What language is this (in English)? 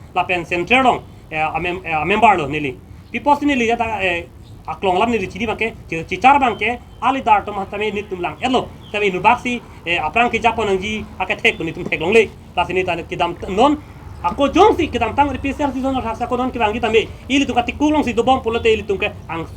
Karbi